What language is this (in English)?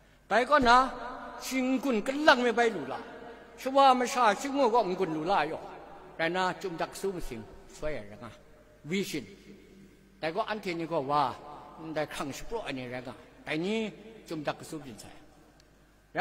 Kachin